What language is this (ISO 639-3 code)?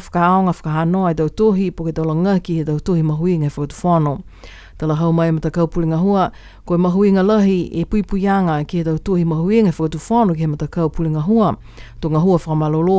niu